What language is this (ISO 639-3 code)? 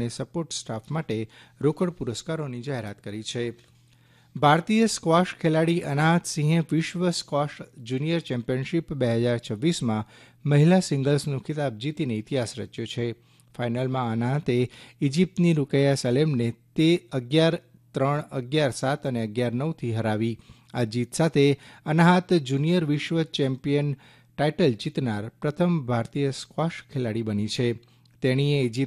guj